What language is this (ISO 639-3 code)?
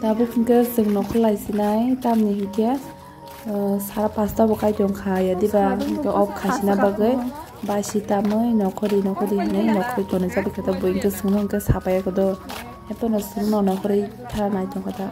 trp